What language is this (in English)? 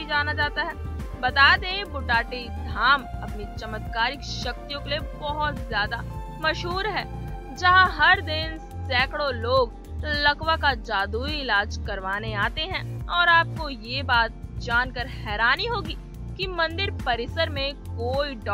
Hindi